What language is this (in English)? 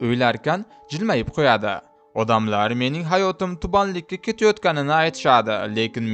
Uzbek